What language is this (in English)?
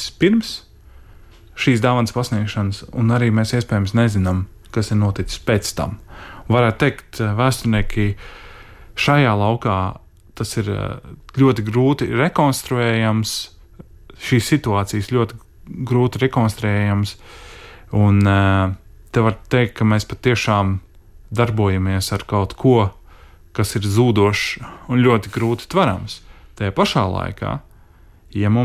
Latvian